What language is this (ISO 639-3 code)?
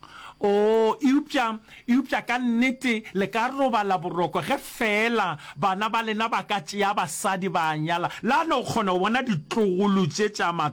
nso